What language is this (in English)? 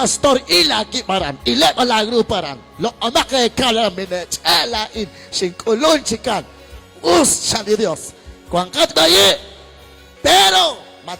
Kekchí